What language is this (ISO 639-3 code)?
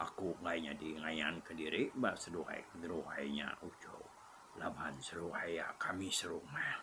iba